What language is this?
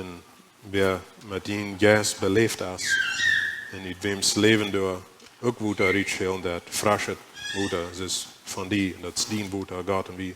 Plautdietsch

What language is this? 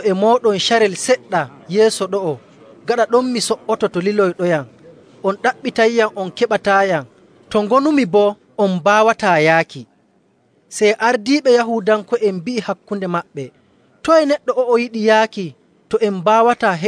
Nigerian Fulfulde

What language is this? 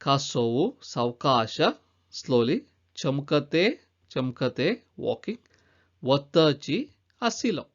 Konkani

